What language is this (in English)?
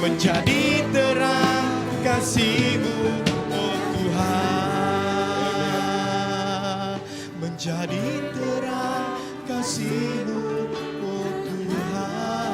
Iban